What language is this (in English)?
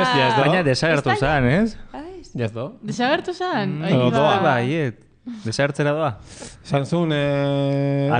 Basque